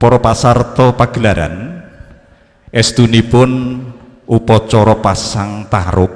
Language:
Javanese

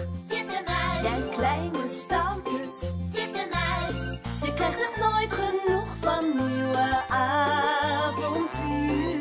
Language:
Dutch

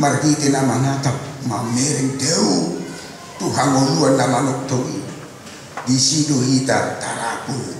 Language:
Batak Toba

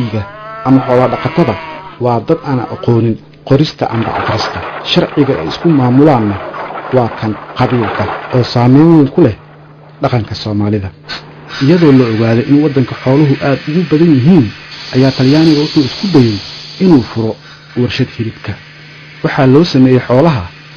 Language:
Somali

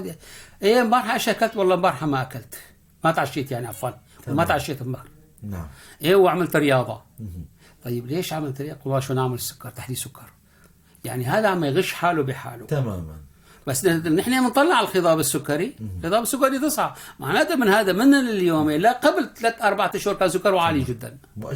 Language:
North Levantine Arabic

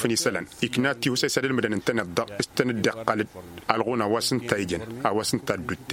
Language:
Tamasheq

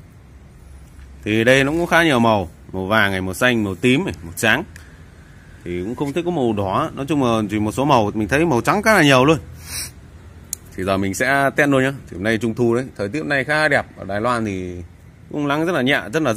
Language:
Vietnamese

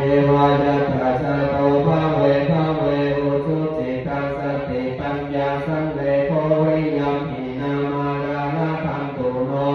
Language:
Pali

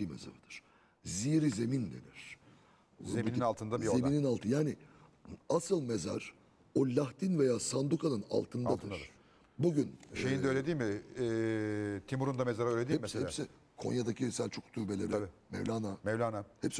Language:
Turkish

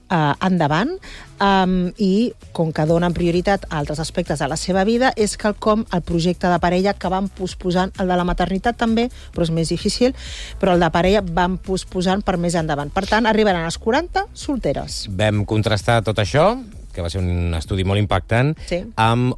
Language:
Catalan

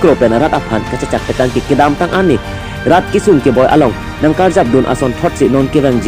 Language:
Karbi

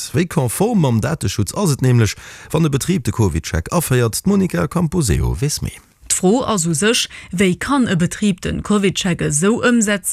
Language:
Luxembourgish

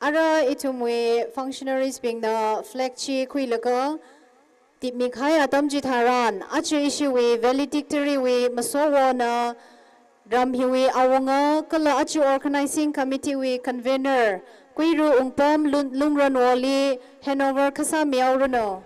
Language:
Tangkhul Naga (India)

